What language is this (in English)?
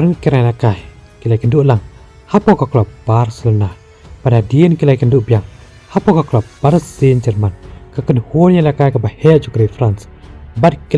Khasi